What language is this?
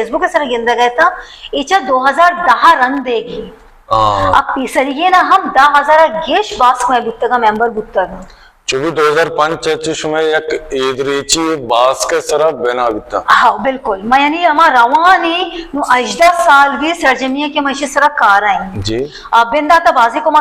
Baluchi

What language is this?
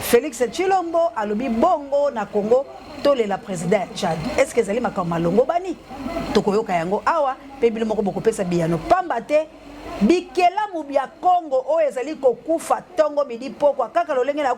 Lingala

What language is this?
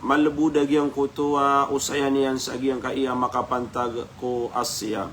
Maranao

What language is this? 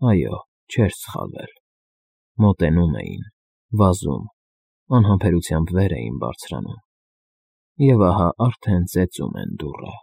Armenian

